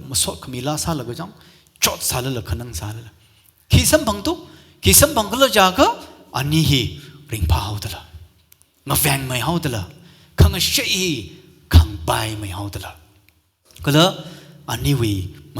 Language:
Tangkhul Naga (India)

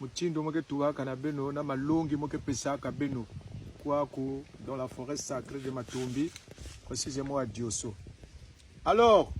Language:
Kongo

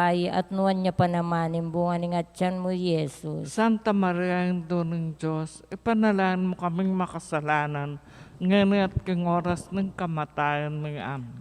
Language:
Pampanga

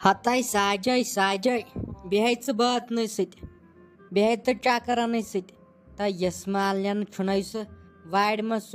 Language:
Kashmiri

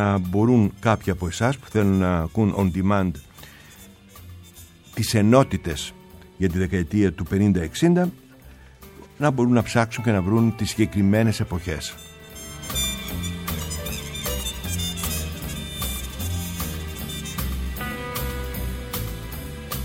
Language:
Greek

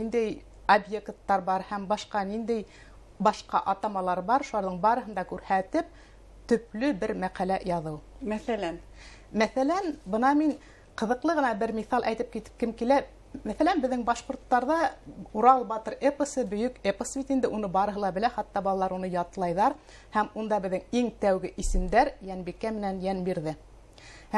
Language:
Bashkir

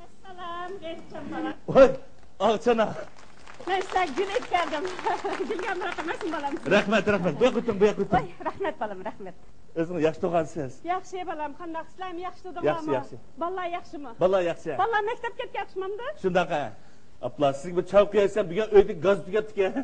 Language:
Uyghur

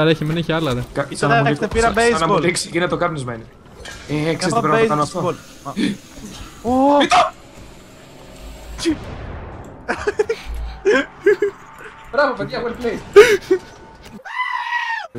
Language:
Greek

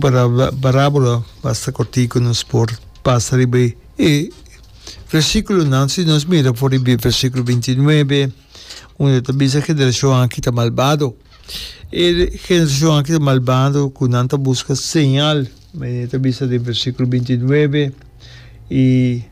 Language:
Papiamento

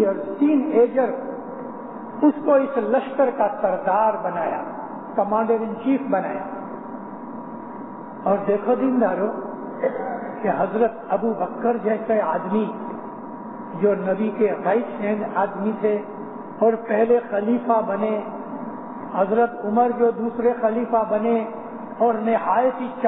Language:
Urdu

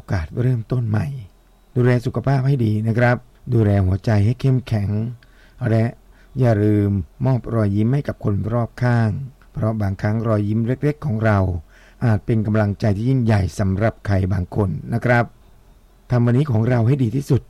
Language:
Thai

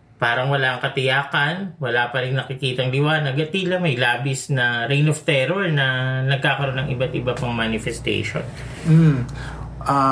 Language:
Filipino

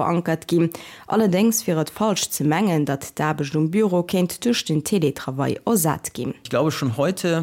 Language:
Luxembourgish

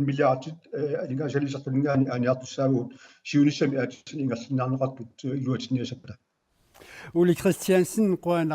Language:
Kalaallisut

